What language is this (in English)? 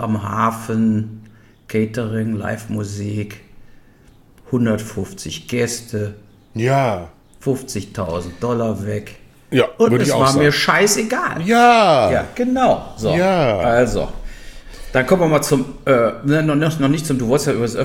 German